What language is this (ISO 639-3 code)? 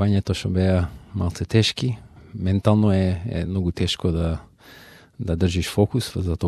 mkd